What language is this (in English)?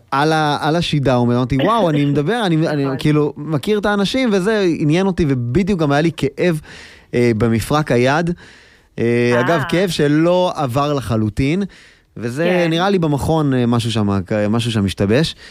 Hebrew